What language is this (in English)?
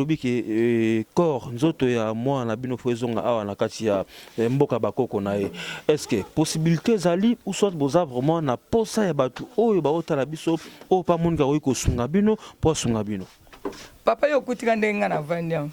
Lingala